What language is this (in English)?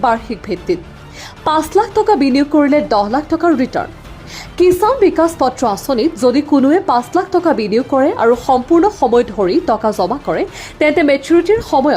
Assamese